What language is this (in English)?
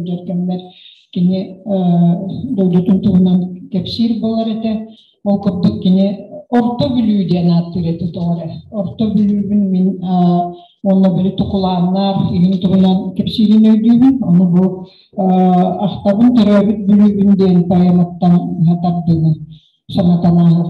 Yakut